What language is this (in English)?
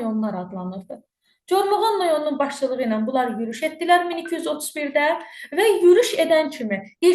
Azerbaijani